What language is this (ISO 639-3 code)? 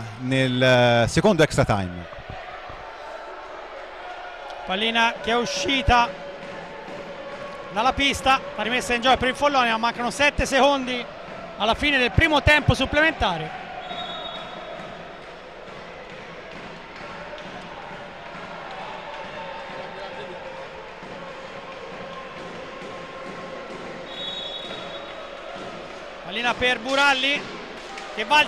ita